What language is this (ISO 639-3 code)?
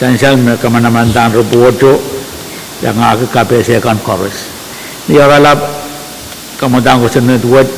pon